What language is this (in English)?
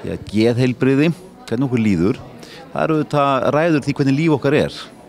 Icelandic